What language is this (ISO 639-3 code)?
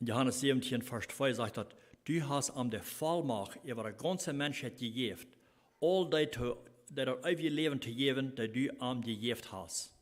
pdt